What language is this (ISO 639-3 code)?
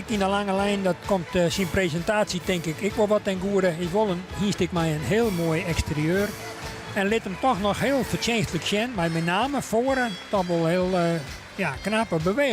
fry